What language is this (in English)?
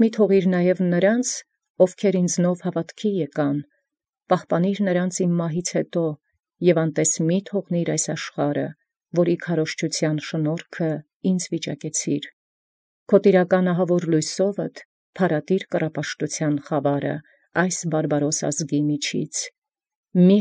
Armenian